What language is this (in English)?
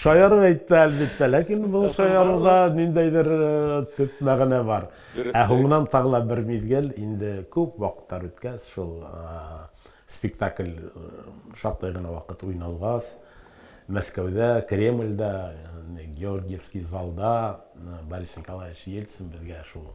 Bashkir